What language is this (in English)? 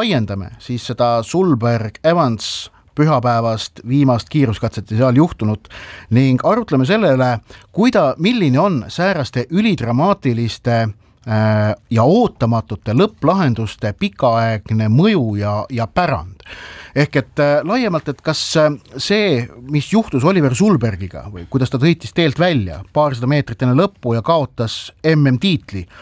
Estonian